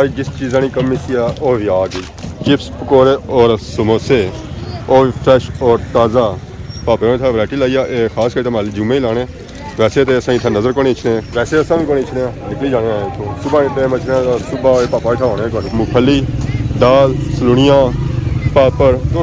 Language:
Pahari-Potwari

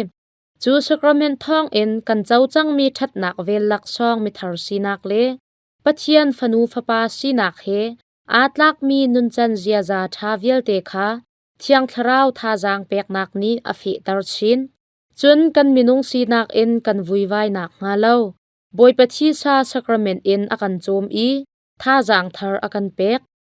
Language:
Hakha Chin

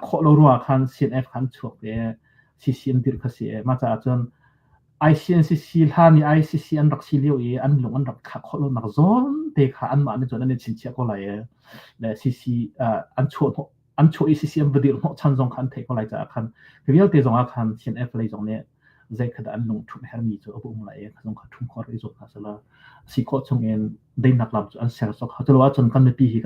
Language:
Hakha Chin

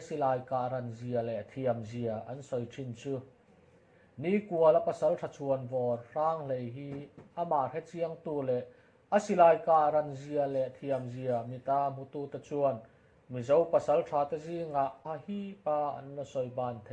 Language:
Mizo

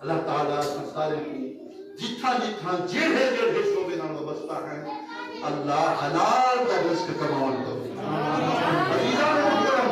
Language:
Saraiki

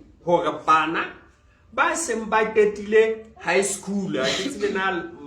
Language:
Southern Sotho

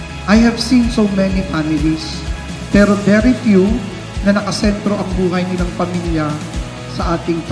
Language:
Filipino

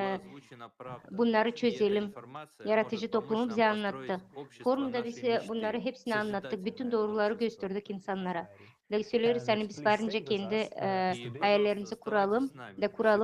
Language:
Gagauz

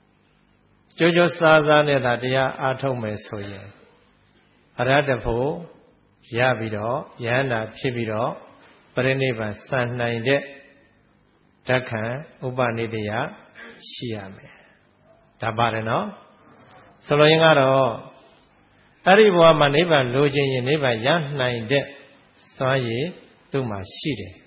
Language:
Burmese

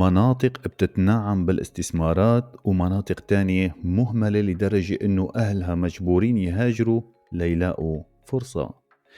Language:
North Levantine Arabic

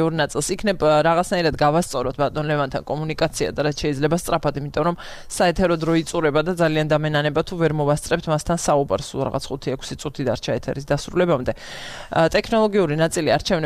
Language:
Georgian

